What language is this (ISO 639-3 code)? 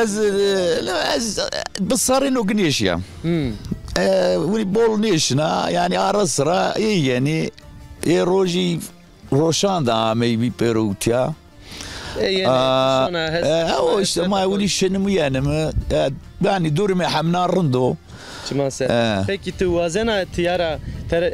zza